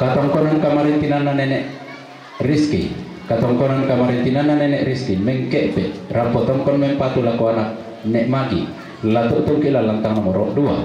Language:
Toraja-Sa'dan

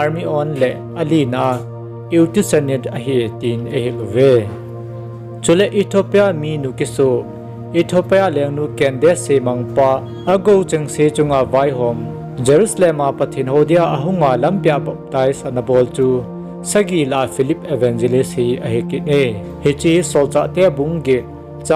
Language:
Thado Chin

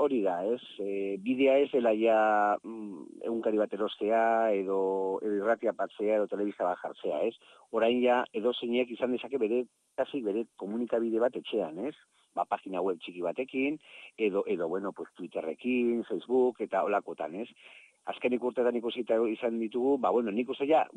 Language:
Basque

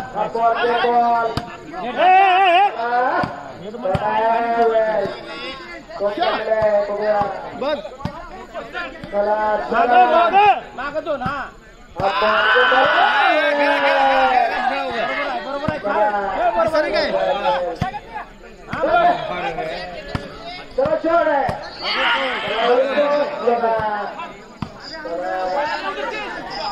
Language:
Marathi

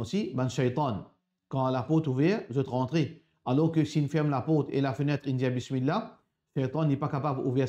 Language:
Morisyen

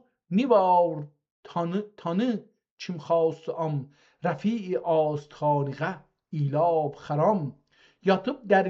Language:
South Azerbaijani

